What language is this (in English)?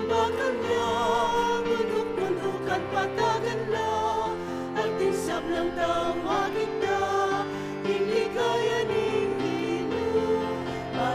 Pampanga